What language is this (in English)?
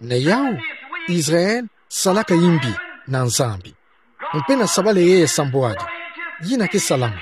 Kituba (Democratic Republic of Congo)